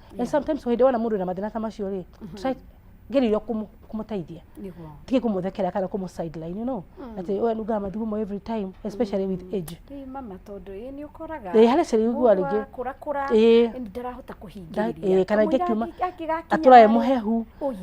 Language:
Kikuyu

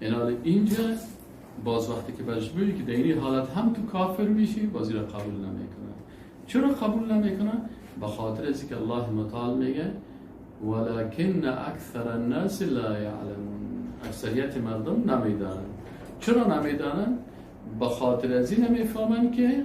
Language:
Persian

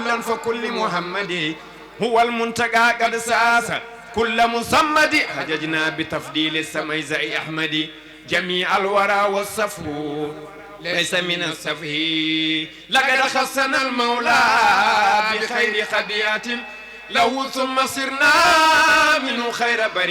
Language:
Fula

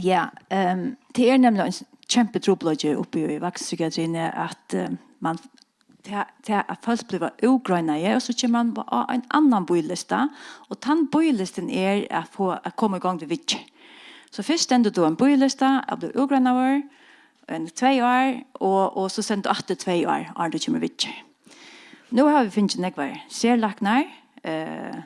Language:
Faroese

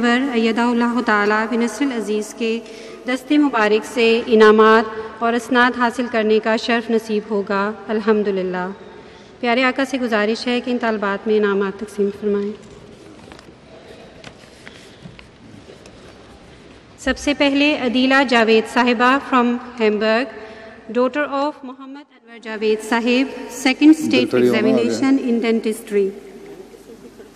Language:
Urdu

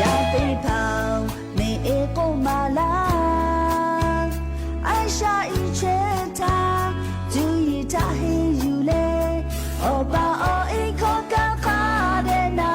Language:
Lahu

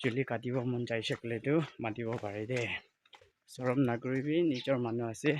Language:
Naga Pidgin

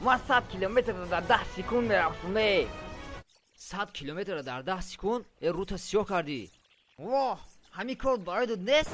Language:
Tajik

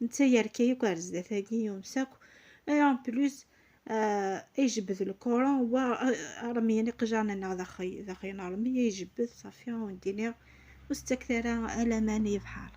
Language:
Kabyle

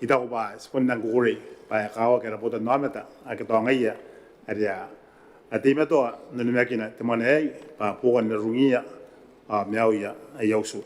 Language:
Gilbertese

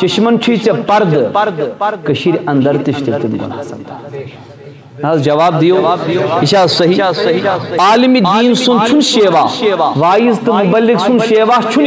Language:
Kashmiri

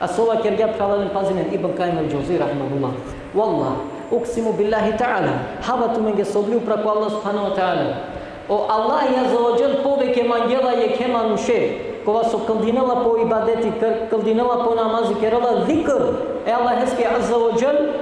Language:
Balkan Romani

